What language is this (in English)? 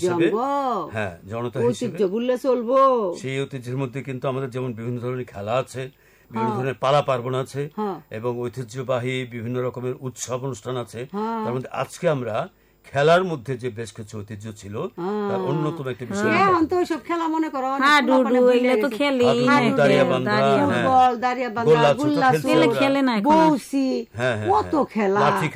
Bangla